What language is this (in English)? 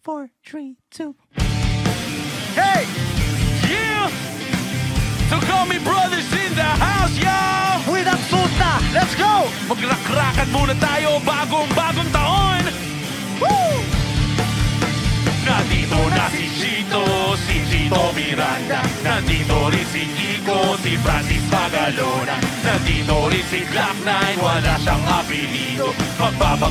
Filipino